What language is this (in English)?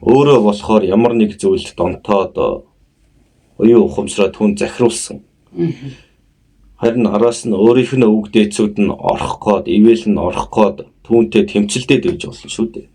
Mongolian